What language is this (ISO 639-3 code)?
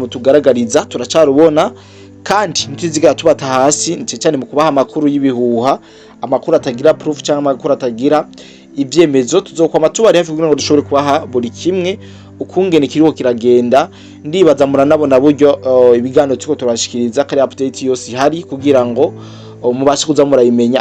run